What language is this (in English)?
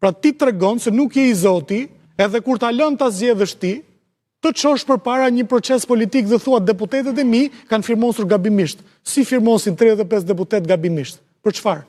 Albanian